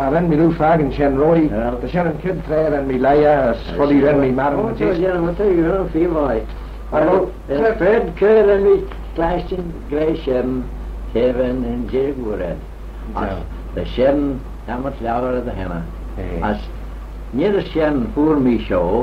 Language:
Manx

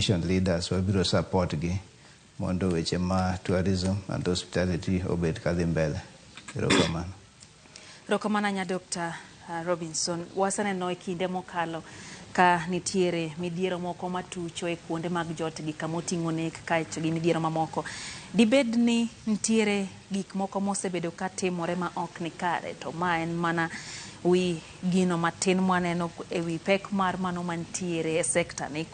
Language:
Luo (Kenya and Tanzania)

